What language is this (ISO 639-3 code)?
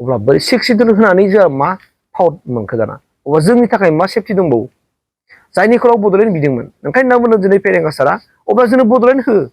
brx